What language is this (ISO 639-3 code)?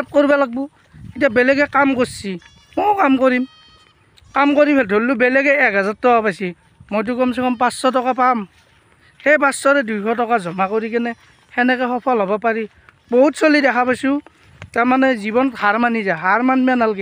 asm